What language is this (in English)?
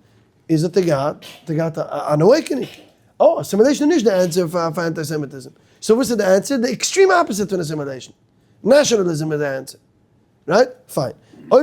Yiddish